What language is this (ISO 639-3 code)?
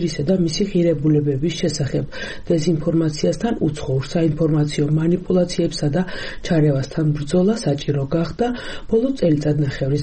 kat